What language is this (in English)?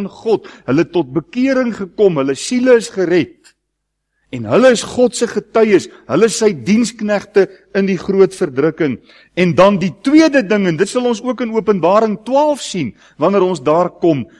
Afrikaans